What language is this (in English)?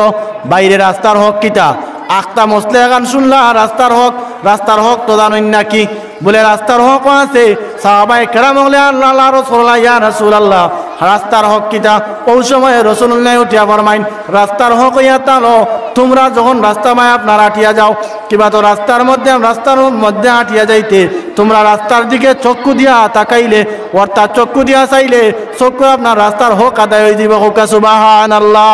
Sylheti